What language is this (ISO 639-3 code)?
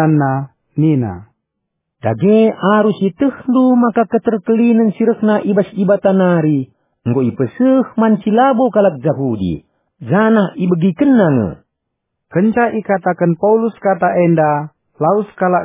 btx